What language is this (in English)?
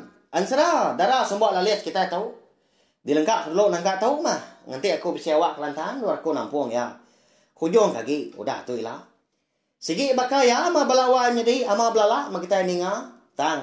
Iban